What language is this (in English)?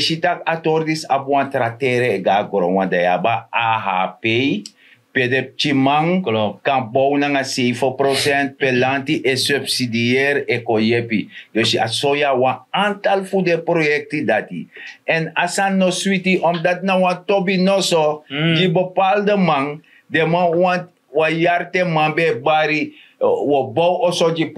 Sranan Tongo